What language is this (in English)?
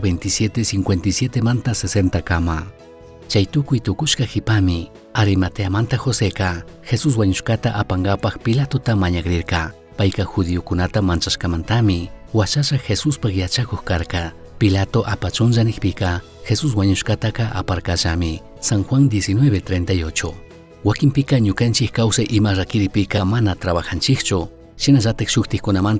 Chimborazo Highland Quichua